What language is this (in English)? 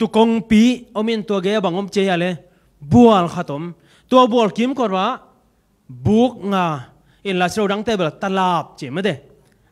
Tedim Chin